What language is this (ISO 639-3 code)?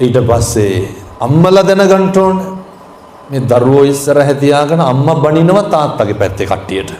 sin